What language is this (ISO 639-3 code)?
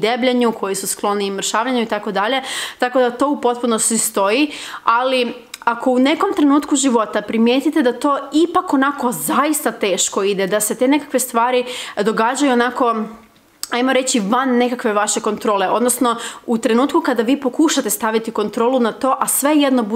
hrv